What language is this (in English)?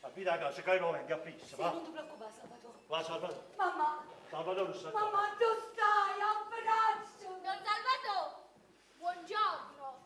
Neapolitan